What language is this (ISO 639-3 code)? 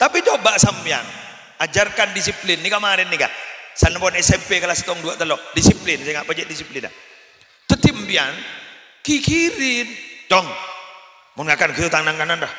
mad